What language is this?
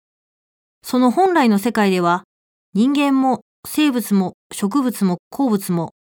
Japanese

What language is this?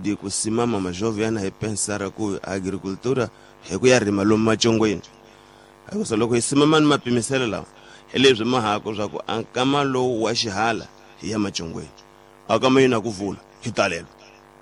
Tsonga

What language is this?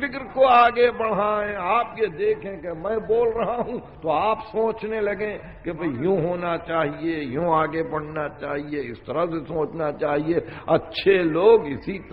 Urdu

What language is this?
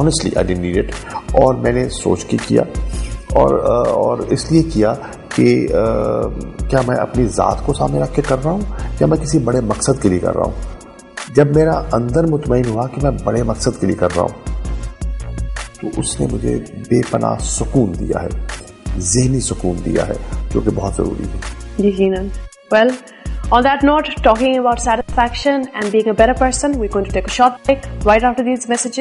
Urdu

